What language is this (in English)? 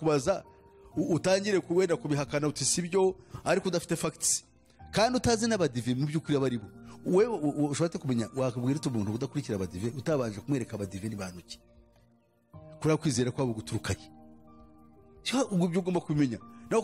Kinyarwanda